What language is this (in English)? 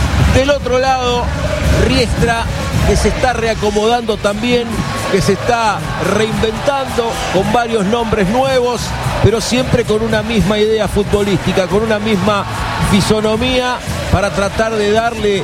Spanish